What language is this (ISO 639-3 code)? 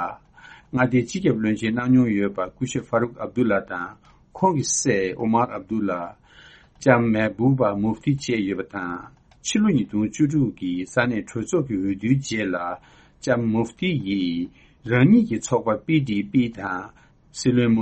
bod